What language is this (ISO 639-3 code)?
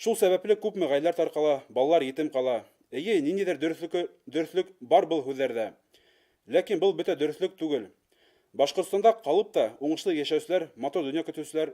bak